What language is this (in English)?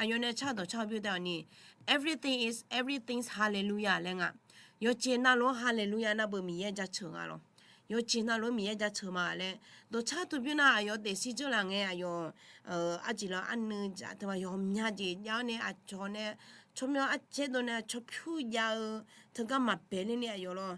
Akha